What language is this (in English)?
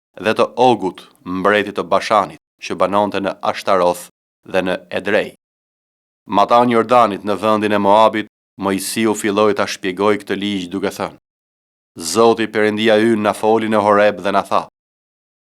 Albanian